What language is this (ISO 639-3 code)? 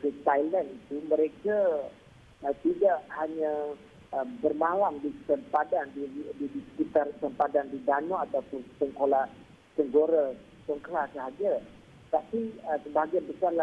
msa